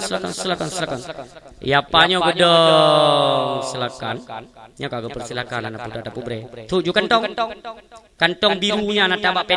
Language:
Achinese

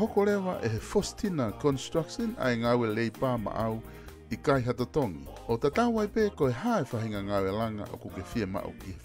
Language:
Tongan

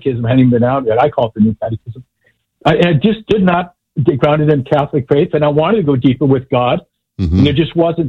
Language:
English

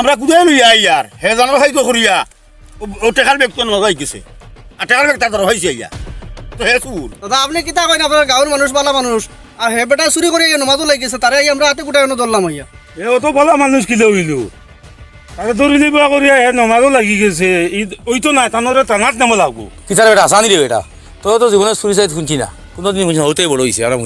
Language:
Sylheti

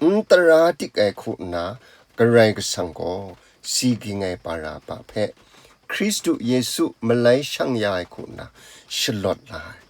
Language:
Kachin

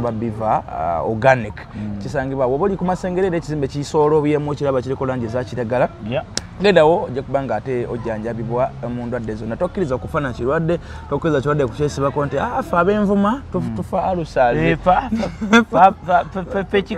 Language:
Ganda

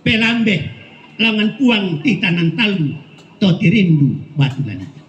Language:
Toraja-Sa'dan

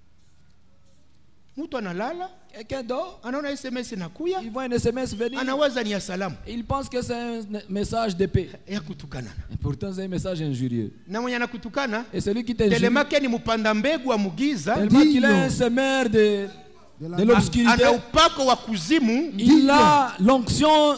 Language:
Swahili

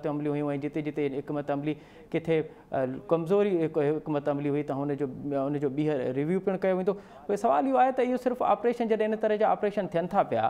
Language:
Sindhi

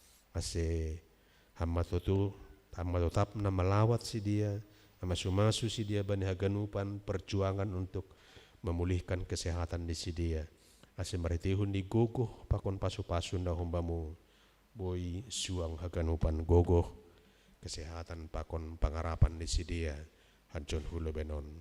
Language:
Batak Simalungun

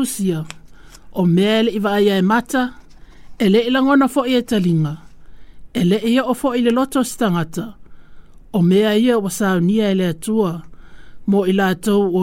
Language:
Samoan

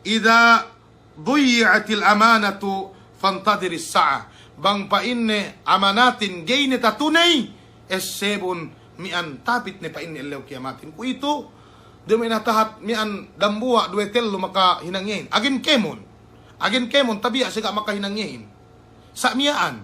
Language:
Yakan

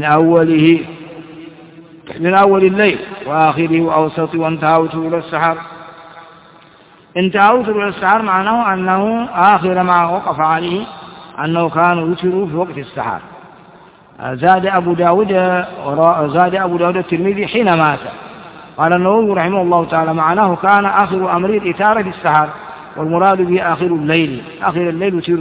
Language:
Arabic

